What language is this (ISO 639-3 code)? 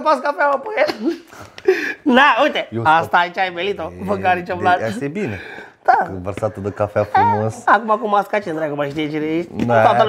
ron